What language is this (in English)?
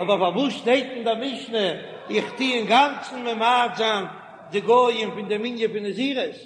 Yiddish